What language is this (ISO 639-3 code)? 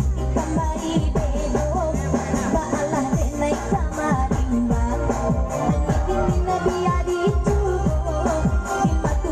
min